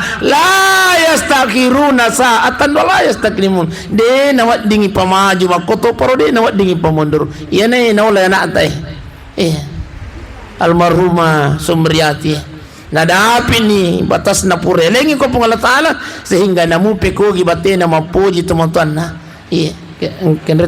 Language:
Buginese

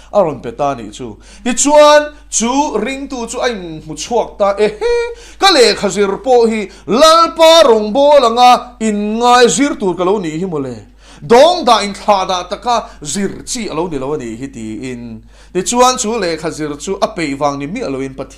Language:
Mizo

